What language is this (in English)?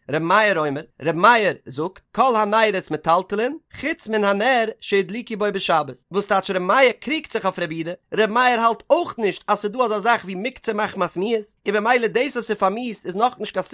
Yiddish